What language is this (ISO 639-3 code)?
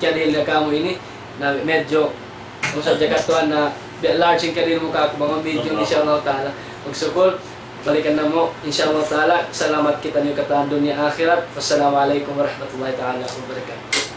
tsg